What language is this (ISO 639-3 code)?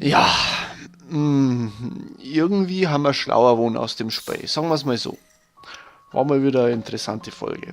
bar